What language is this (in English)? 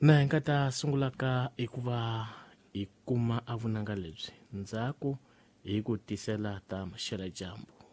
Tsonga